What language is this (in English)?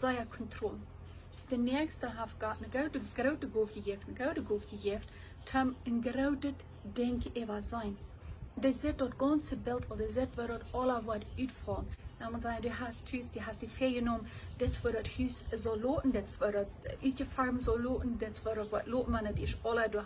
Plautdietsch